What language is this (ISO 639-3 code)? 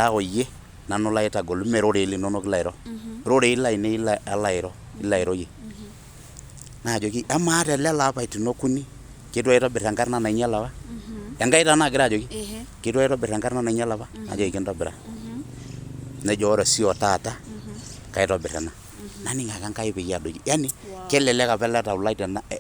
mas